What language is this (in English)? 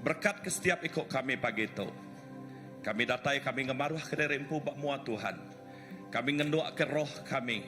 Iban